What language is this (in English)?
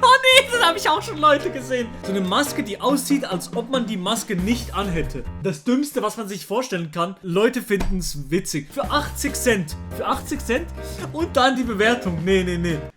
Swiss German